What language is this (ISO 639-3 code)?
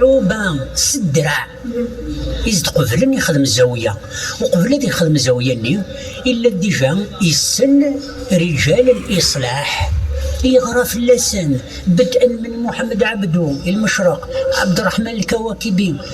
kab